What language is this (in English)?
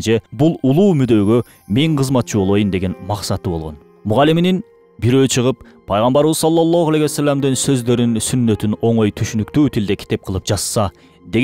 Kyrgyz